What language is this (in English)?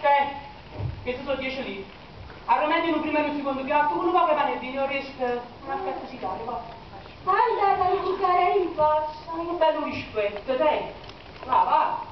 Neapolitan